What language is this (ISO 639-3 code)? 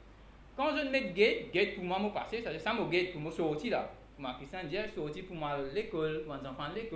mfe